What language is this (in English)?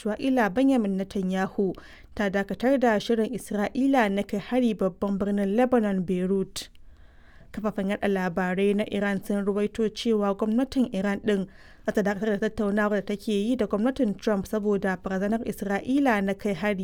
Hausa